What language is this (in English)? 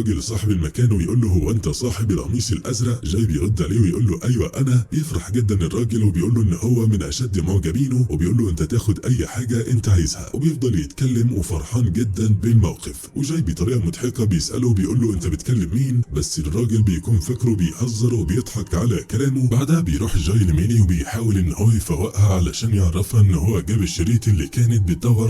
Egyptian Arabic